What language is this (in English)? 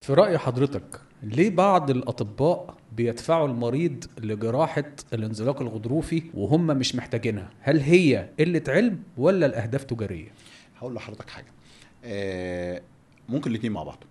Egyptian Arabic